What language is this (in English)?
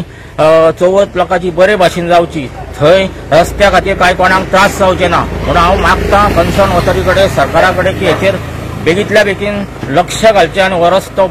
Konkani